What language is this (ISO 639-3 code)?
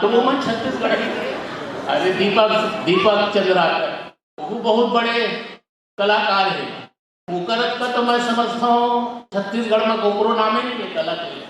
hne